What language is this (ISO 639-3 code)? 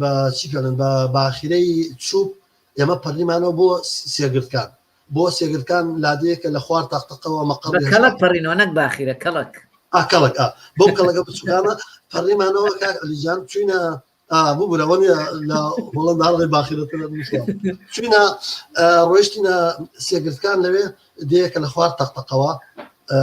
ckb